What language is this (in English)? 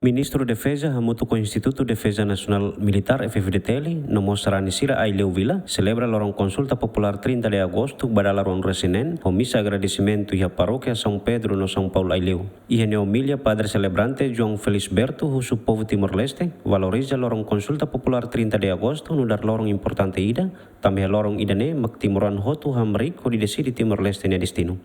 Tetum